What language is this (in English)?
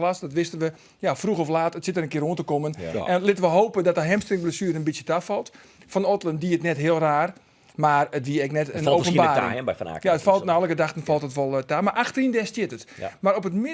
Western Frisian